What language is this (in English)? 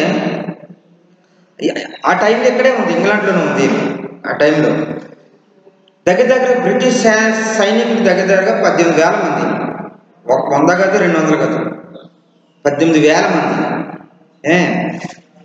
Telugu